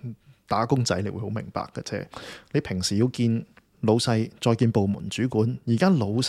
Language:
Cantonese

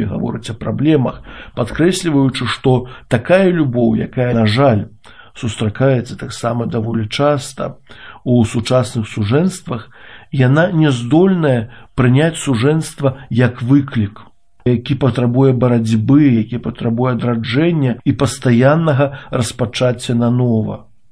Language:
Belarusian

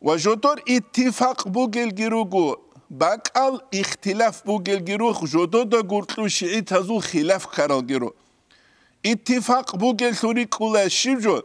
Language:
Avaric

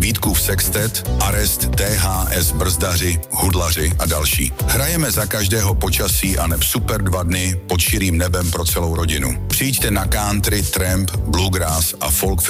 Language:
Czech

